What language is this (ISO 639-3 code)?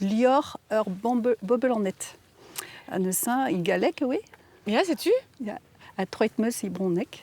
bre